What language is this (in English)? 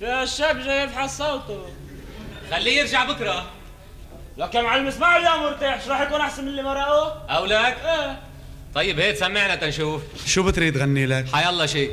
North Levantine Arabic